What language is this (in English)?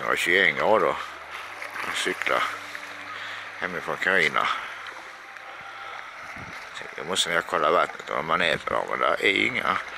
Swedish